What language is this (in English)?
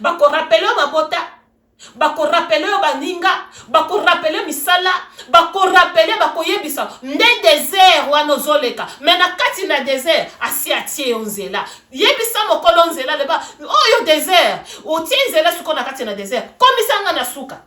Lingala